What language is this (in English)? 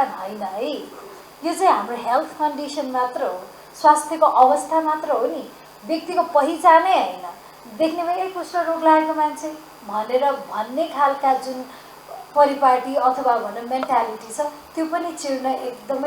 Nepali